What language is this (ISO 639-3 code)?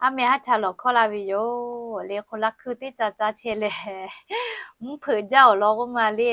lhu